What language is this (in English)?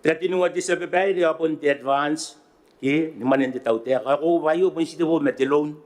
Gilbertese